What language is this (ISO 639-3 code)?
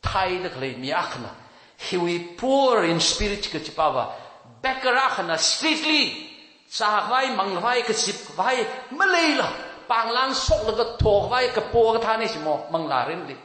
nmf